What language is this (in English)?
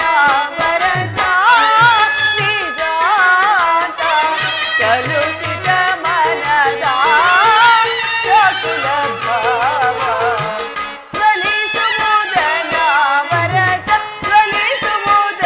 Kannada